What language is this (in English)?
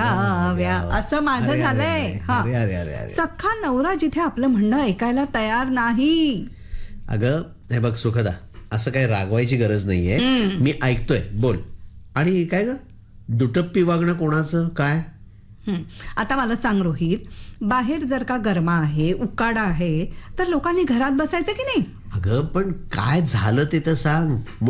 Marathi